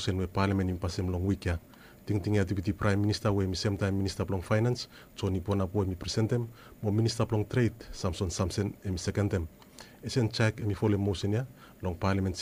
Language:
Bislama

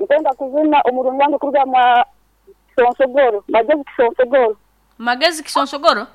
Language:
Nyankole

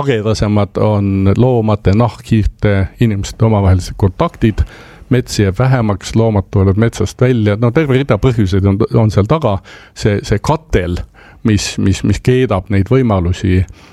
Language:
Estonian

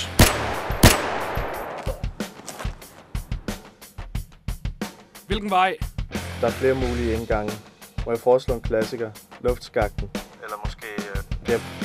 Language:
Danish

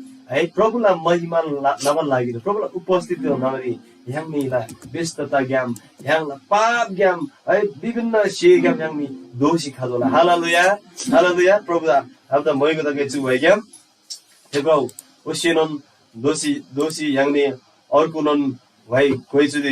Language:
Eastern Tamang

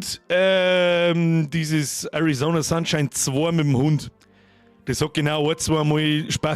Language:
Bavarian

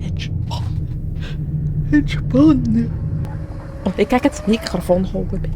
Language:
Swiss German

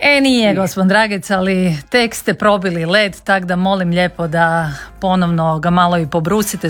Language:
Croatian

